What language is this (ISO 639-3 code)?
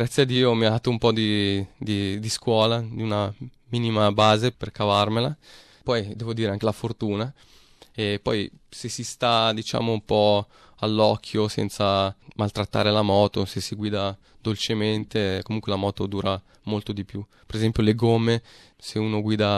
ita